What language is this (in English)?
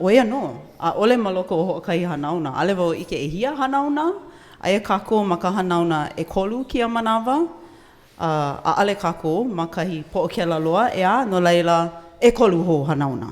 Hawaiian